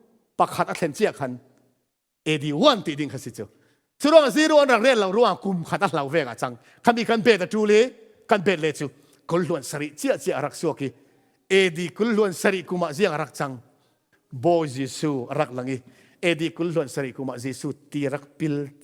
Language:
Falam Chin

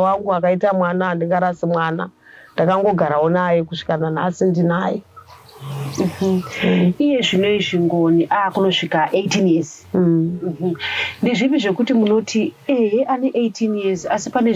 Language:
Shona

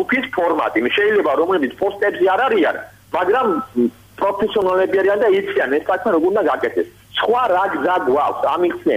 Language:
Georgian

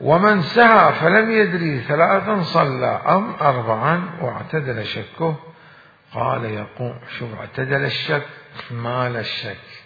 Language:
Mesopotamian Arabic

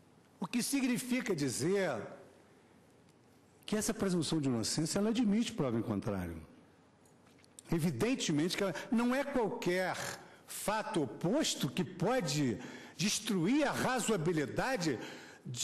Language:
Portuguese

